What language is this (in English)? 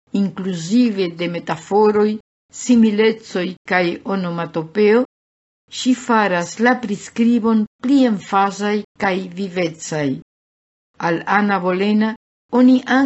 Esperanto